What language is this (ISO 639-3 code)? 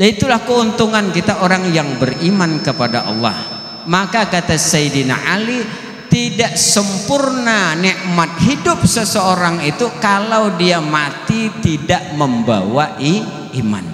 bjn